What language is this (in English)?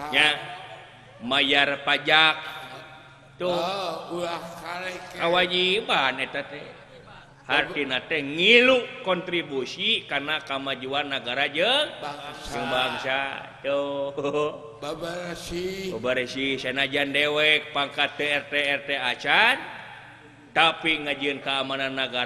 Sundanese